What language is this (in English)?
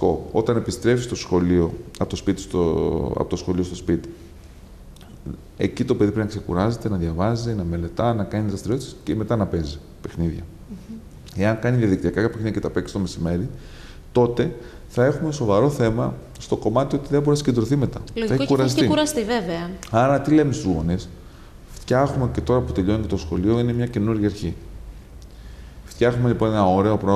Greek